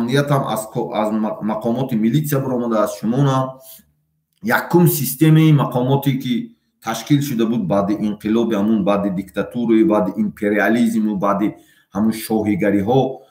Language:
Tajik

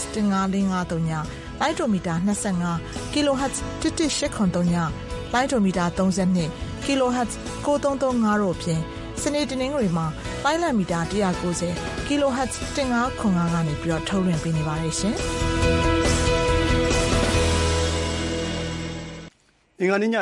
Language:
Burmese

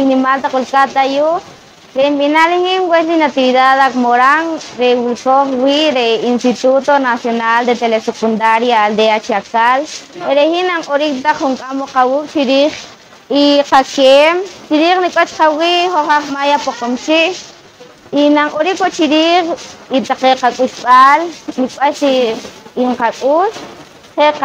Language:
Poqomchi'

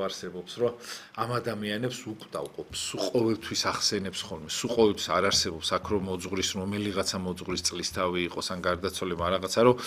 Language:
Georgian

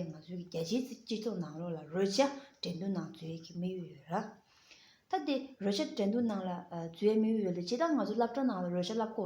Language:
Tibetan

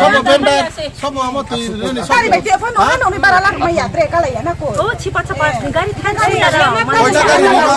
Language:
Riang (India)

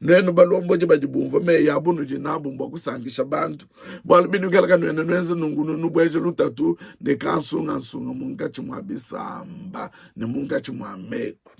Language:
Luba-Lulua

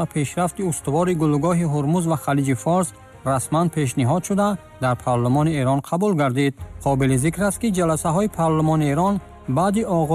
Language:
Tajik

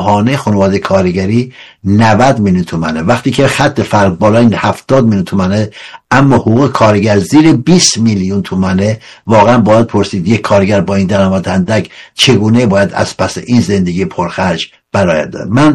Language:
Persian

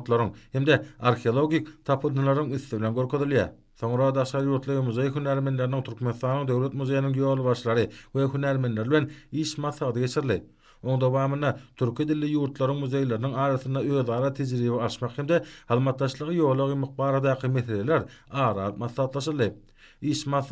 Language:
Turkmen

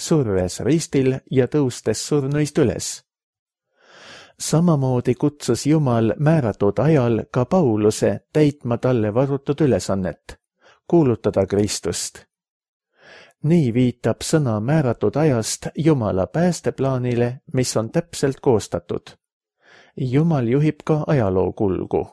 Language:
Estonian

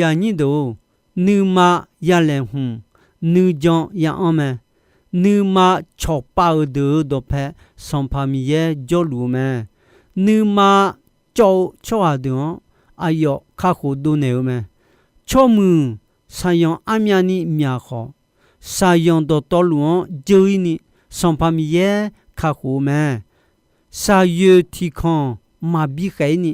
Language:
Akha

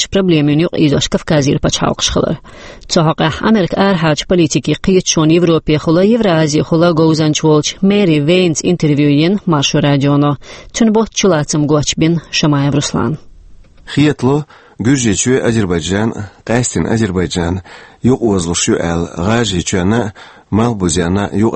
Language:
Chechen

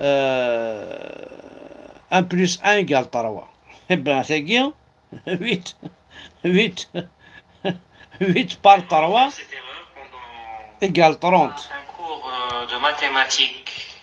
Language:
Kabyle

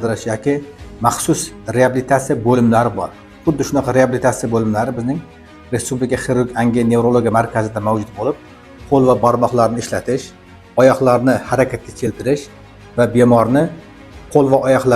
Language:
Uzbek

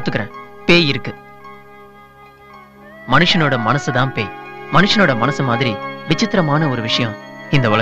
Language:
Tamil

